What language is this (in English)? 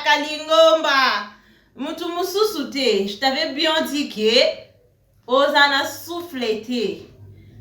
Lingala